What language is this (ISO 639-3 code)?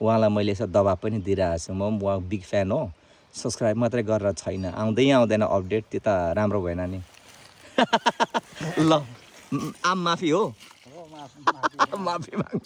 nep